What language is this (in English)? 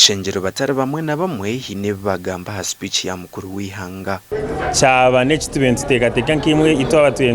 Nyankole